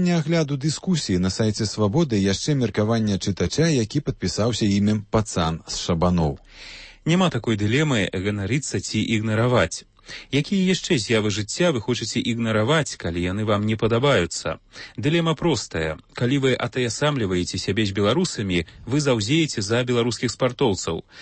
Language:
Belarusian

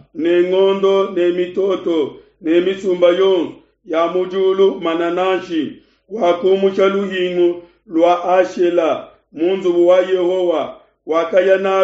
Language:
Luba-Lulua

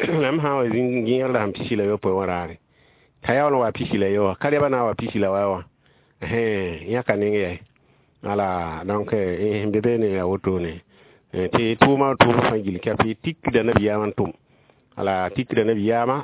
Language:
Mossi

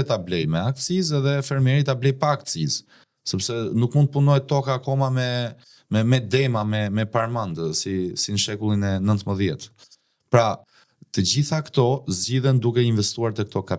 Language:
Albanian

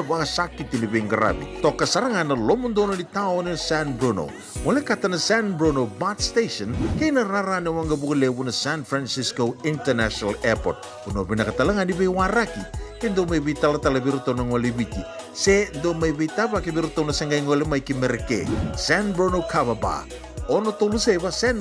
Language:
Fijian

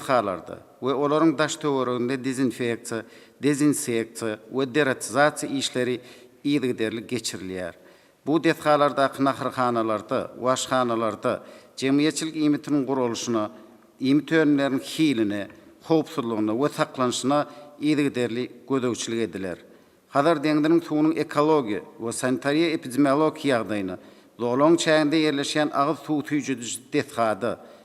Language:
Turkmen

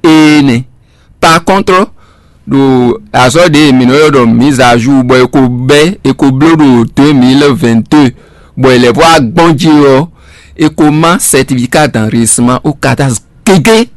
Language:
Fon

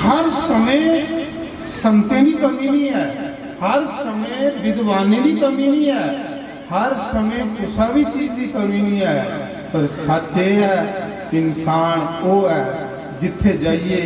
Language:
Dogri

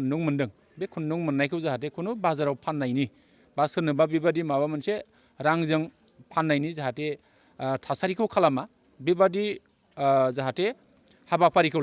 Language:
Bodo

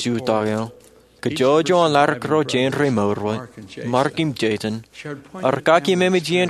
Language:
Marshallese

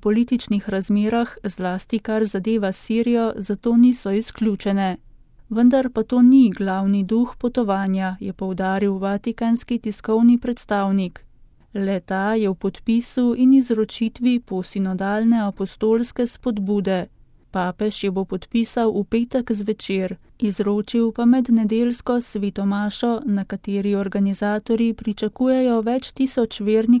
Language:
Slovenian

